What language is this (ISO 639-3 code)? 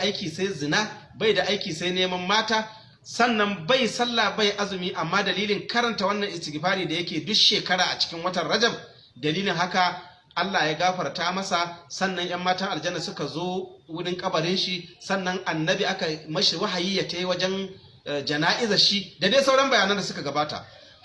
hau